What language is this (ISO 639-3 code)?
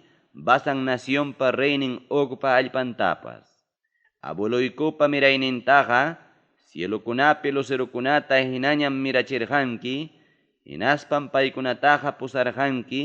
quy